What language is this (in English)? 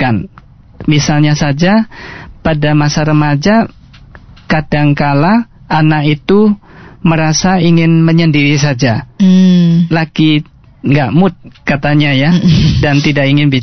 Indonesian